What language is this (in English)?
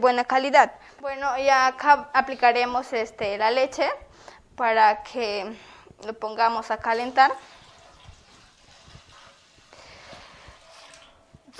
Spanish